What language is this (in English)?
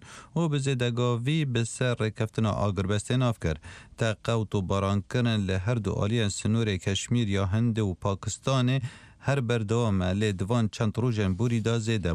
Kurdish